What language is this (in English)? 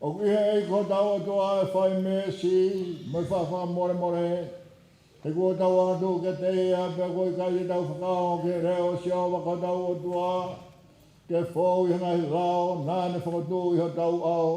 Tongan